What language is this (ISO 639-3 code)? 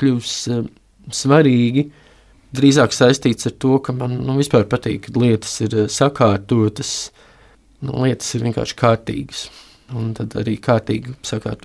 lav